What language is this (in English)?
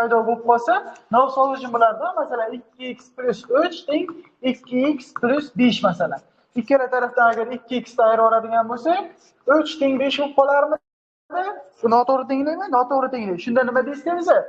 Uzbek